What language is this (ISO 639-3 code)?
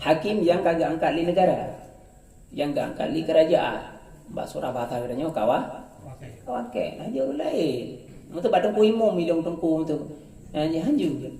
ace